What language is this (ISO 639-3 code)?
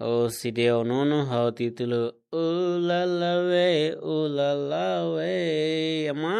tet